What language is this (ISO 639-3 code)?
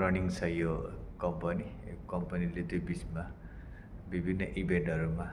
nep